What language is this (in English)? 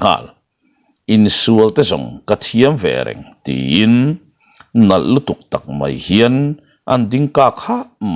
Mizo